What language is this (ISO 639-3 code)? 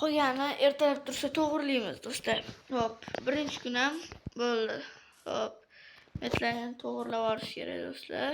uzb